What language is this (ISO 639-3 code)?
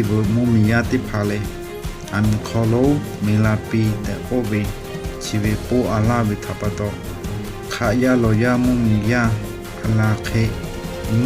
lhu